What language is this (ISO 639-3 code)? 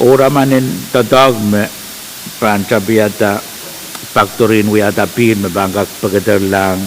pon